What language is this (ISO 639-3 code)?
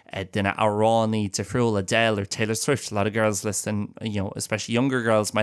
gle